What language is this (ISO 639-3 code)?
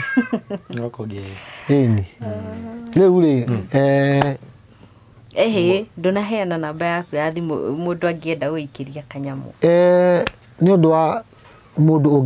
kik